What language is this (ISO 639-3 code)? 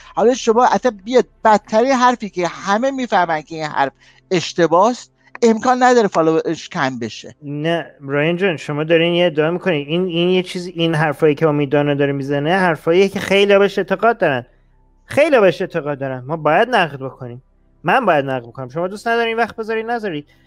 fas